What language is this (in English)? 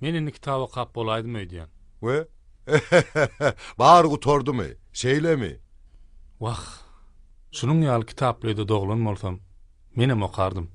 Turkmen